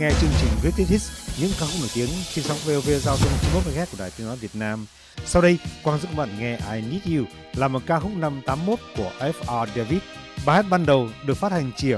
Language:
Vietnamese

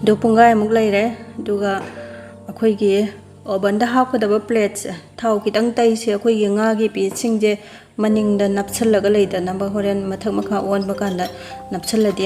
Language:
Manipuri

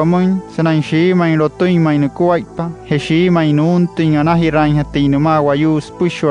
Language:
Wayuu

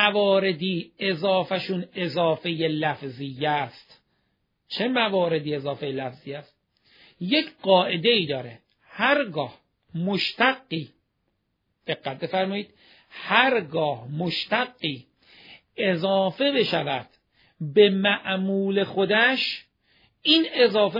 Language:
Persian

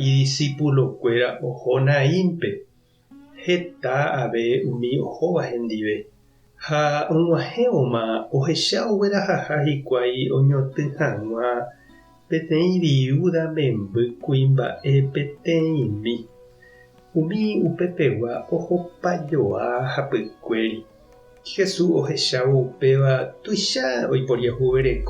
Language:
Guarani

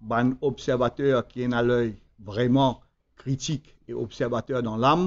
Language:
Morisyen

